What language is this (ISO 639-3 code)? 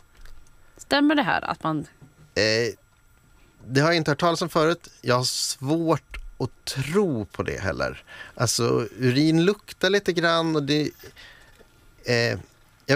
swe